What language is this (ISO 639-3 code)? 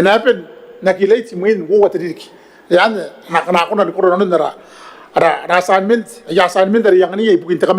gil